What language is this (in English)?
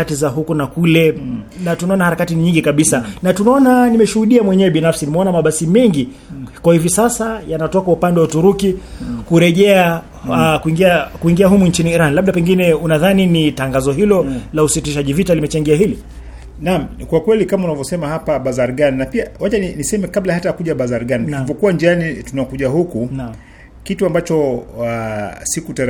Swahili